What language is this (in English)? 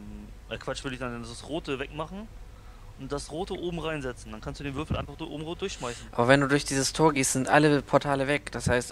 German